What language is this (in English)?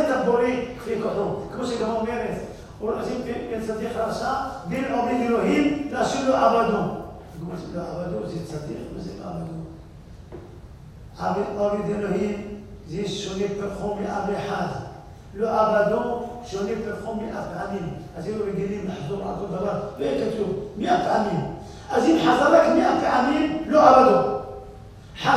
Hebrew